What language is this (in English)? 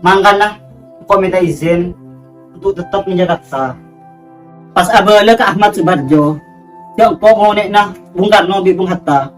Madurese